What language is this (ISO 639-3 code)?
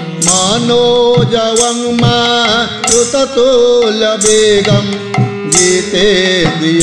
ori